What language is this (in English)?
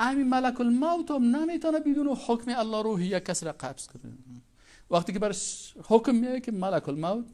Persian